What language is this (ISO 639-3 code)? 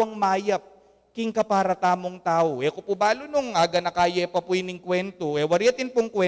pam